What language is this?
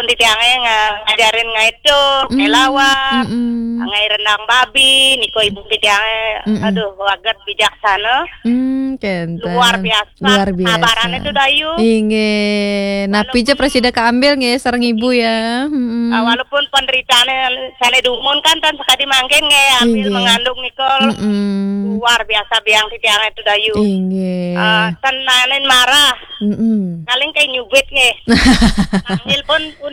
Balinese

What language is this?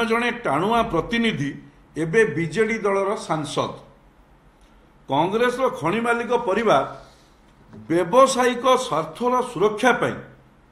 Odia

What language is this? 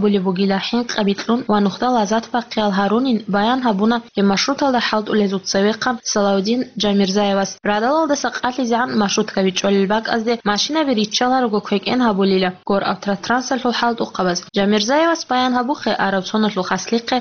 Avaric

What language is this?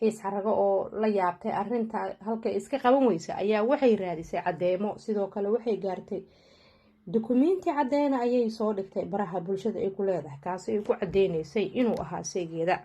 Somali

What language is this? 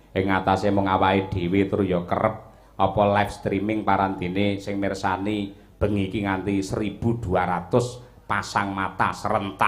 Javanese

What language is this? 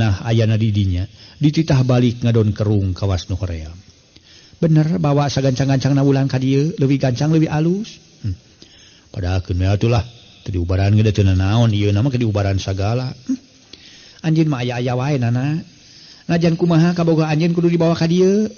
Sundanese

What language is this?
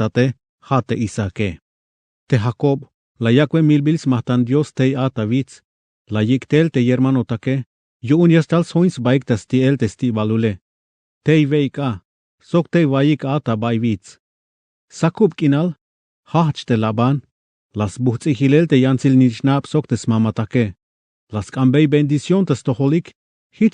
Tzeltal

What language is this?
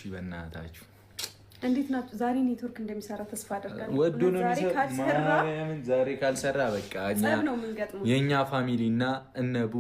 Amharic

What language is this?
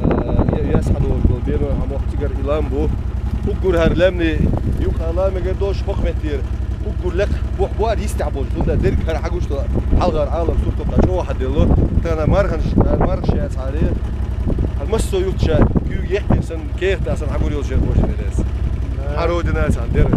Chechen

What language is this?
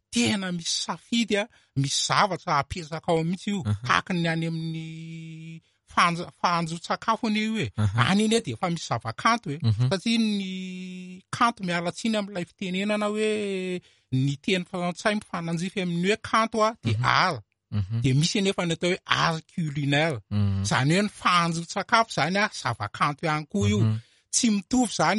Malagasy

